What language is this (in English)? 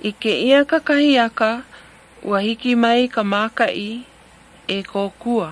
Hawaiian